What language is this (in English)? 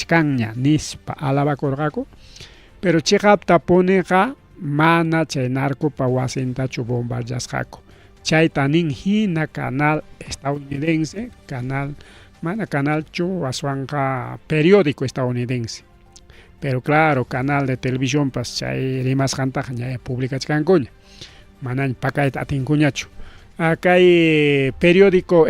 Ayacucho Quechua